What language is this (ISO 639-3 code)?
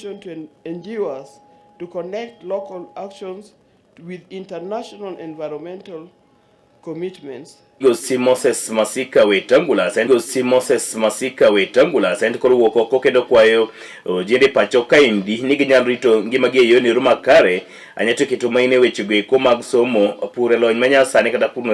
luo